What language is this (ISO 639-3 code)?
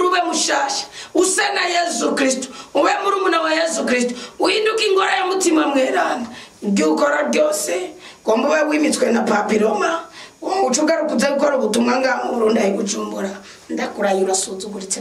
run